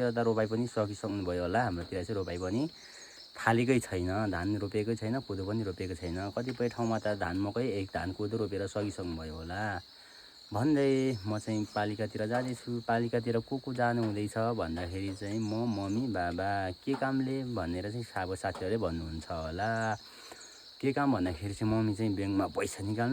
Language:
Nepali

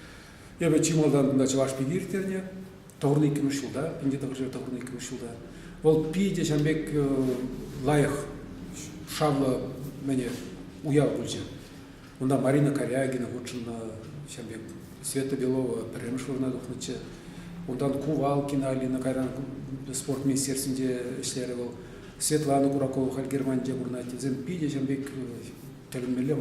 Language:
Chuvash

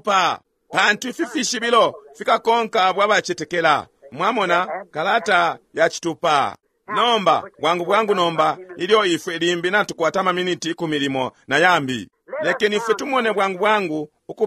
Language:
Bemba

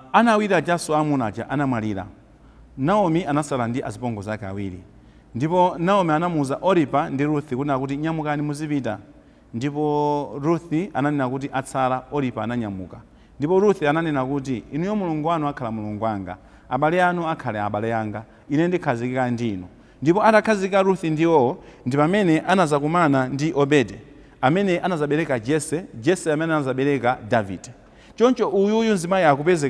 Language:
Nyanja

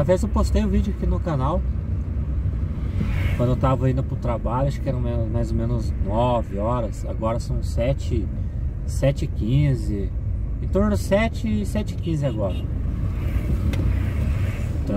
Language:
Portuguese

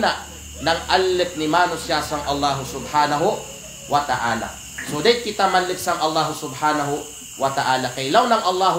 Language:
Kalagan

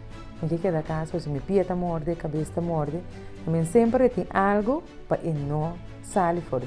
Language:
Papiamento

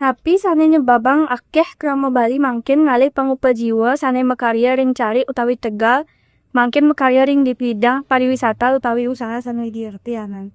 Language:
Balinese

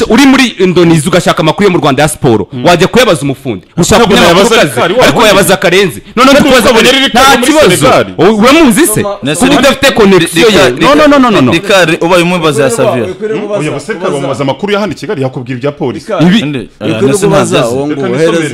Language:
Kinyarwanda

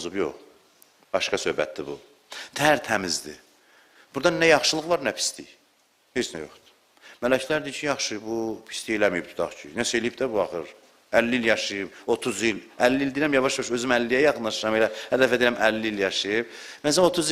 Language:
Azerbaijani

